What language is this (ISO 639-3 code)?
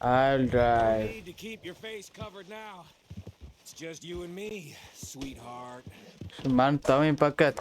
bal